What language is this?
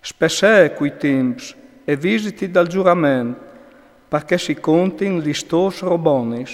Friulian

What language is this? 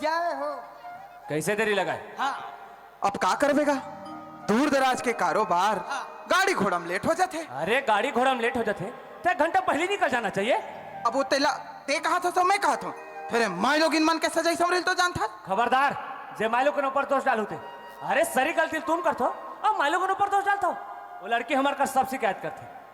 Chhattisgarhi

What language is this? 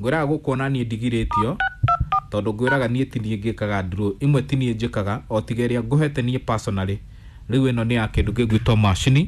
Kikuyu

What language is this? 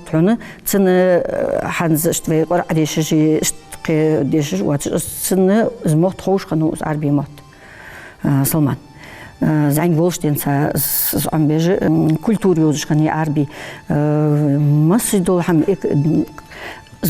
Ingush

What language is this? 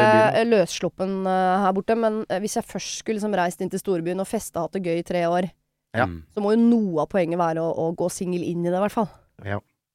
Norwegian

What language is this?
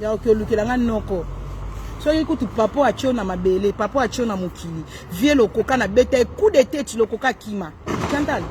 Lingala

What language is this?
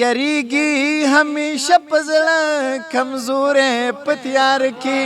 Pashto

